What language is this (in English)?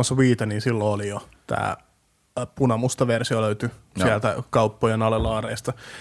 Finnish